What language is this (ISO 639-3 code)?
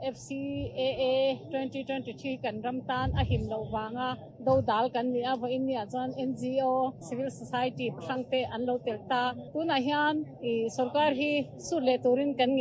lus